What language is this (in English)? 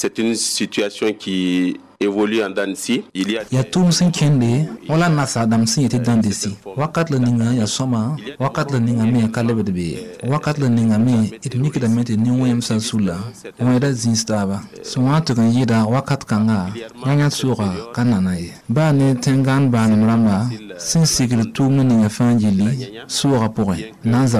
Mossi